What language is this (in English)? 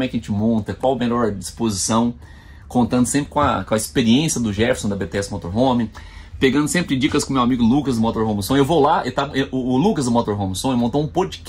Portuguese